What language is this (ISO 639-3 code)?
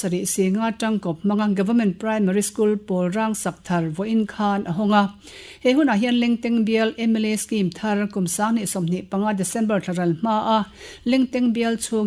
lus